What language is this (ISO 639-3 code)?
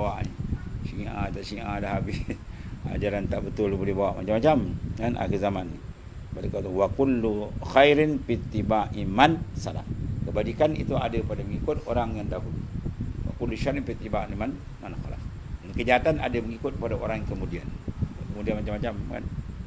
msa